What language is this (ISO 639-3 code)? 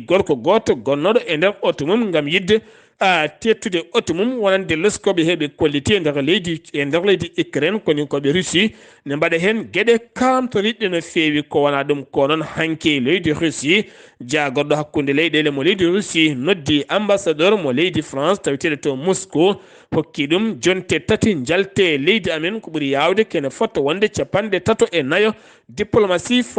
ful